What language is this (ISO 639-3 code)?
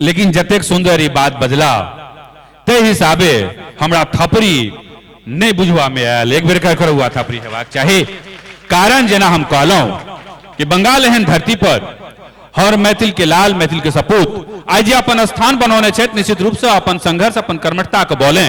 mai